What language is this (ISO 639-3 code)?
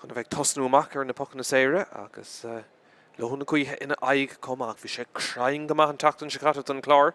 gle